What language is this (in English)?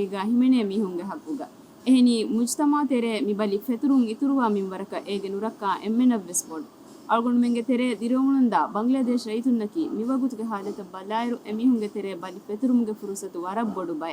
Divehi